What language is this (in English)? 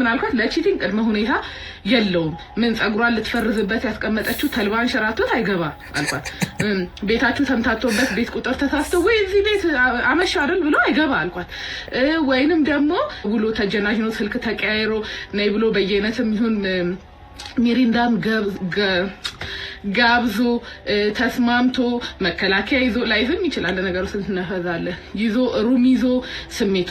Amharic